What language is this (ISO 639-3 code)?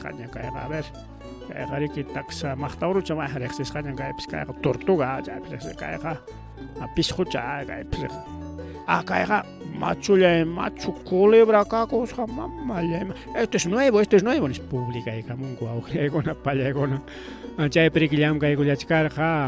quy